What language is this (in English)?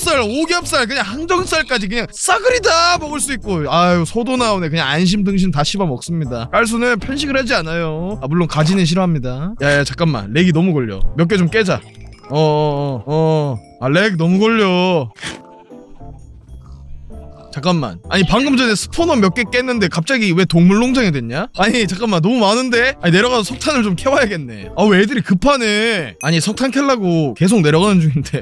Korean